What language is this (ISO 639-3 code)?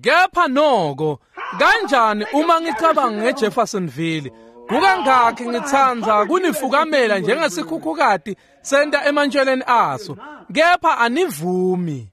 ssw